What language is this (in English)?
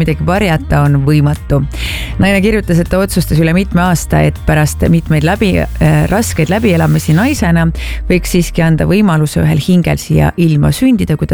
Estonian